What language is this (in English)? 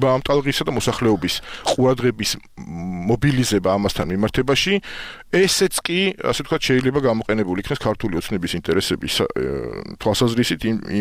Georgian